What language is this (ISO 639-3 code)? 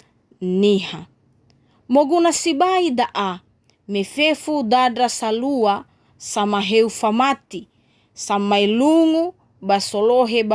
nia